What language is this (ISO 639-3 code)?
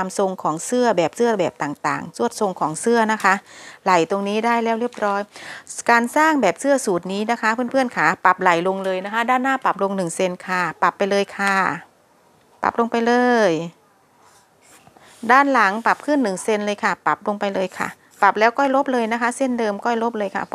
tha